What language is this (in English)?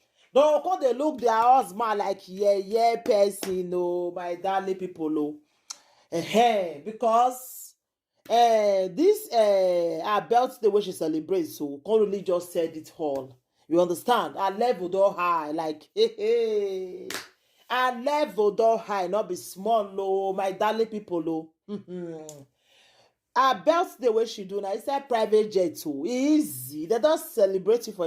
Nigerian Pidgin